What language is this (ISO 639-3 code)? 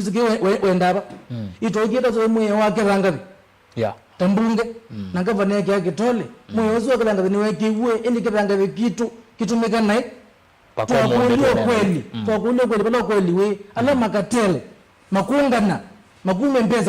kam